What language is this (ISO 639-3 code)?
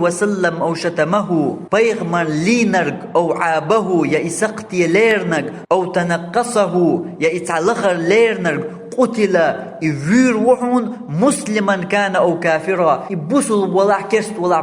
che